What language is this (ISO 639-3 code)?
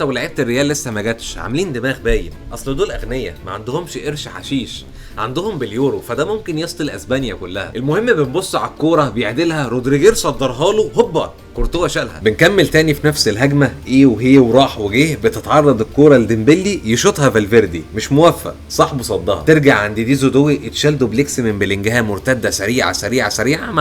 arz